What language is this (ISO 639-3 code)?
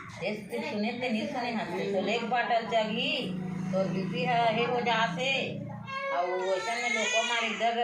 hne